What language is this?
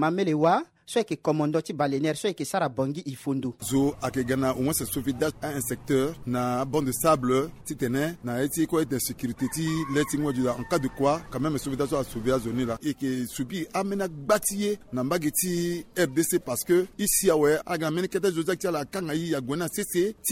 Sango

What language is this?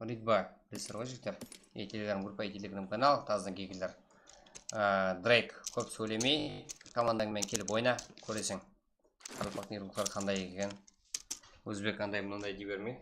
Kara-Kalpak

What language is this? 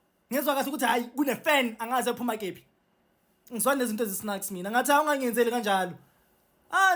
Zulu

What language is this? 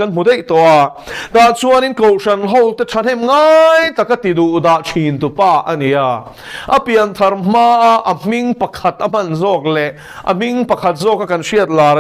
Mizo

